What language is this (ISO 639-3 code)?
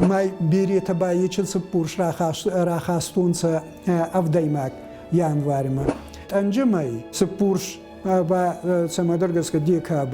oss